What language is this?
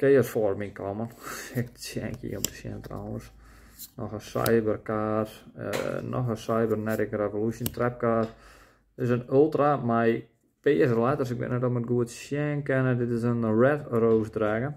Western Frisian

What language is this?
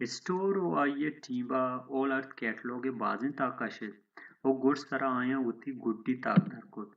Baluchi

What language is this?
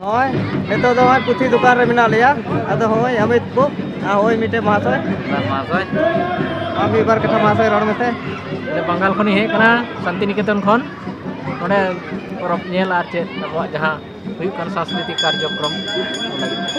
Santali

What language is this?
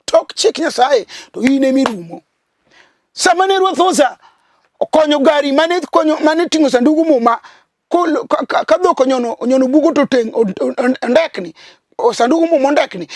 Luo (Kenya and Tanzania)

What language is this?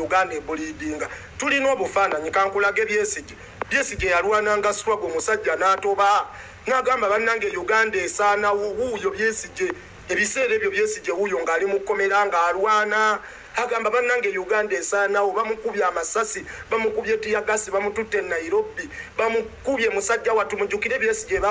Ganda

